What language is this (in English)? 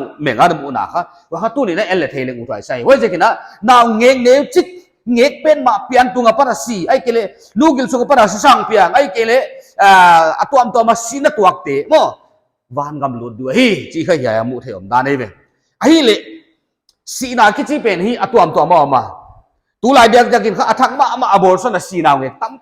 Paite Chin